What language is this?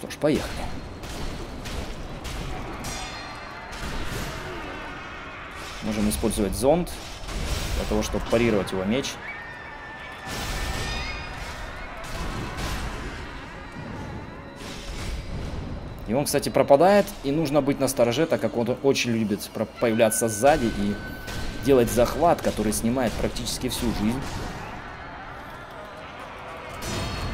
Russian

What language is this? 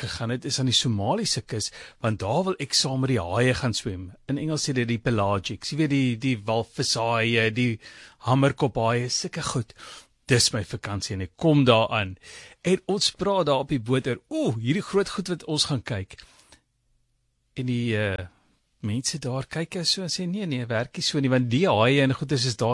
Afrikaans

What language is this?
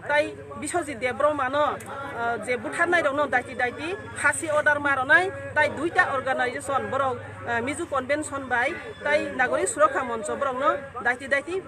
Kok Borok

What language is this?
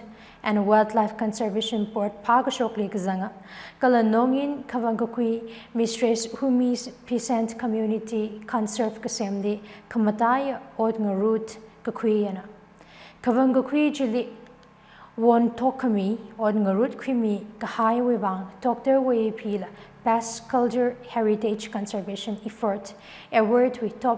Tangkhul Naga (India)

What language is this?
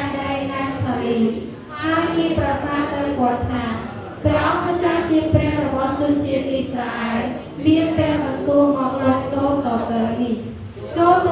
Khmer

